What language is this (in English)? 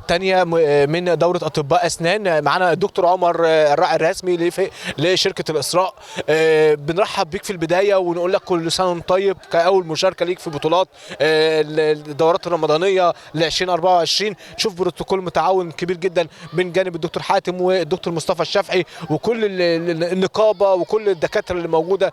Egyptian Arabic